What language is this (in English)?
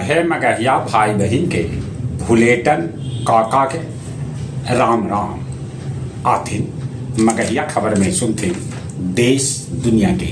Magahi